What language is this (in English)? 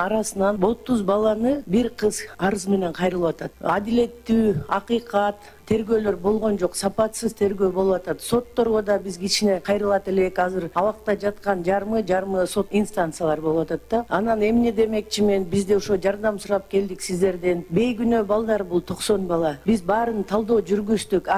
Kyrgyz